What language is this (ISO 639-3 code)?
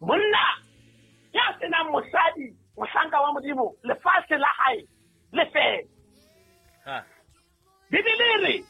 sot